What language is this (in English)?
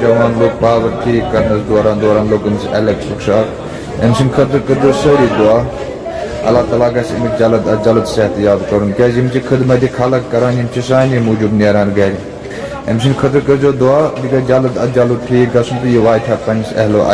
Kashmiri